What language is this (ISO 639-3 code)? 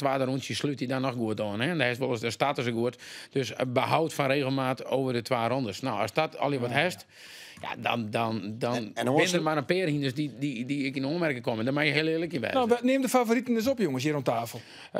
fry